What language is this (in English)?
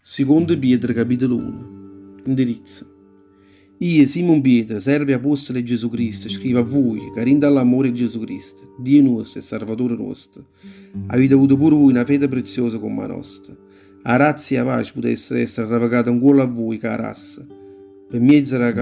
Neapolitan